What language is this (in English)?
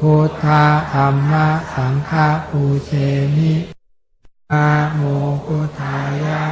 Pali